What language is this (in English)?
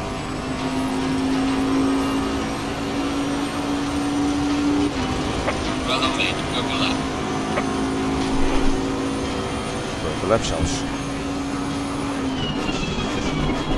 Dutch